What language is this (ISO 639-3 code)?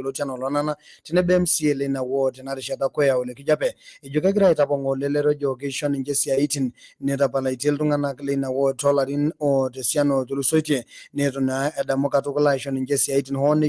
mas